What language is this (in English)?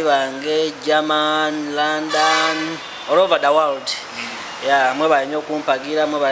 Ganda